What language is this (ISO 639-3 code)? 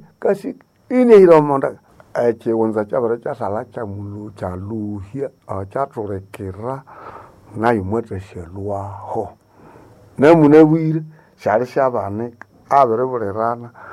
nnb